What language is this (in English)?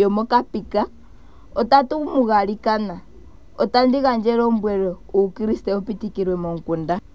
Ndonga